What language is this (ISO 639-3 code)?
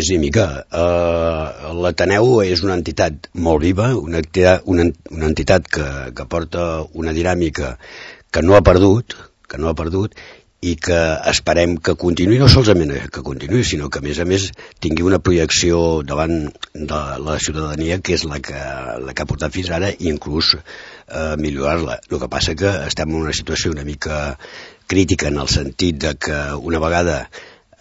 cat